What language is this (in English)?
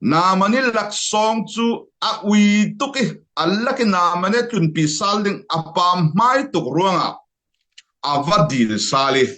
Falam Chin